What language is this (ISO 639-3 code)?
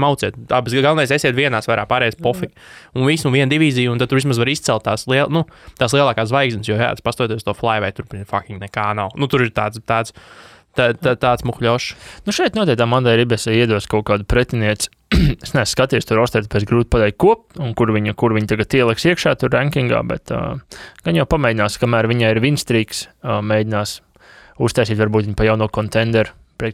lav